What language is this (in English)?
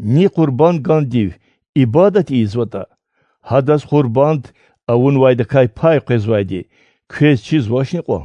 Lezghian